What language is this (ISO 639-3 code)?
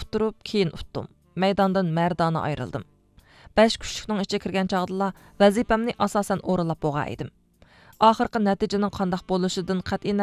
uig